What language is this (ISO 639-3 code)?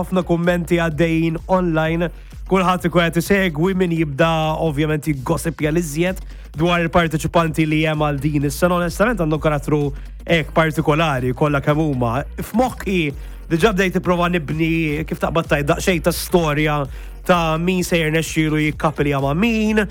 mlt